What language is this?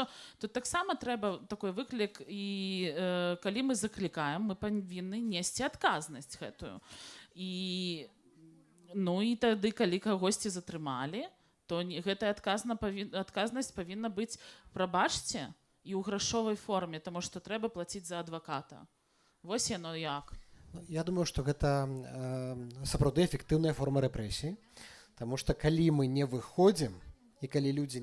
Belarusian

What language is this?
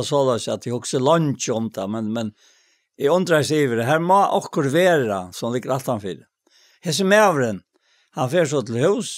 Faroese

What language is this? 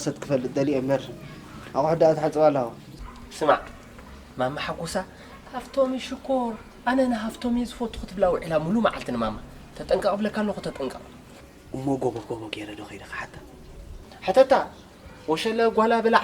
Tigrinya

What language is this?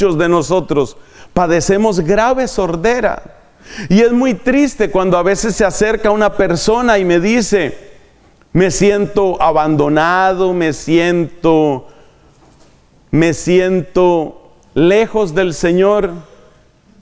Spanish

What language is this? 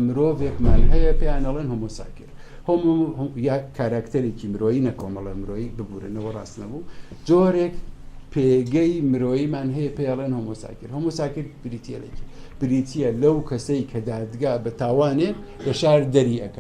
Central Kurdish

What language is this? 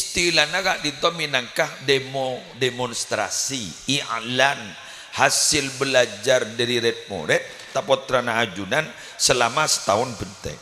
Madurese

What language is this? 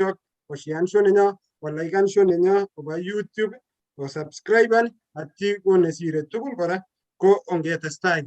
Kalenjin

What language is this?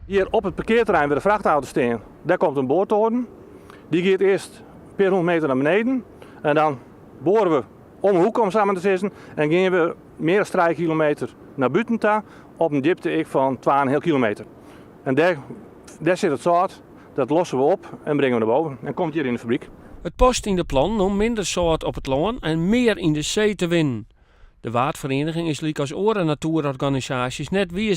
Western Frisian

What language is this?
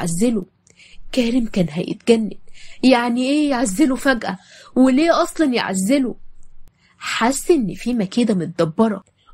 Egyptian Arabic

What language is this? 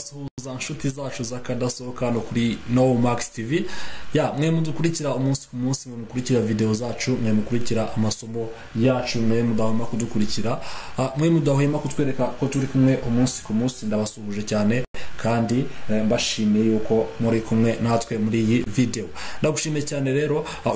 Kinyarwanda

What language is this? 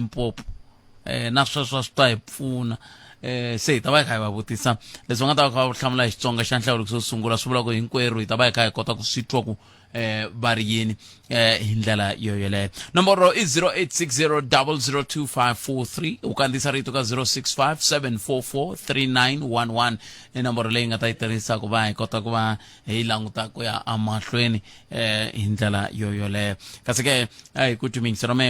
Tsonga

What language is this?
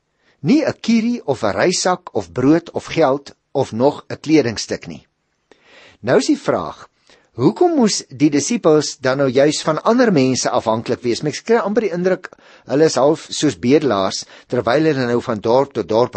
Afrikaans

